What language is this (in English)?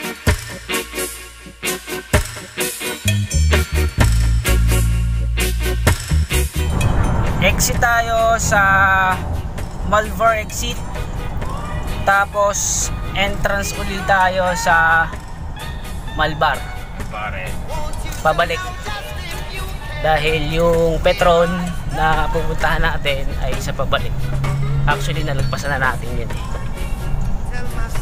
Filipino